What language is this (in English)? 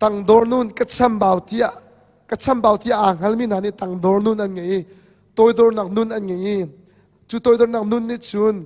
Hakha Chin